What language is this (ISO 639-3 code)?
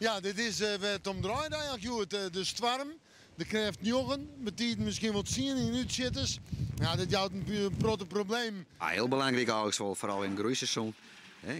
fry